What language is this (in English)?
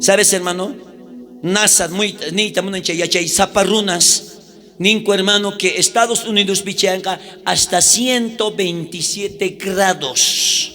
South Bolivian Quechua